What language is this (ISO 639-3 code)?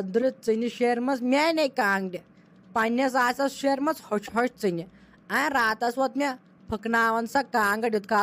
kas